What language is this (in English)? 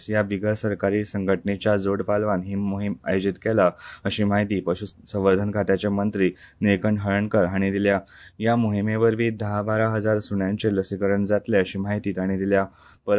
Konkani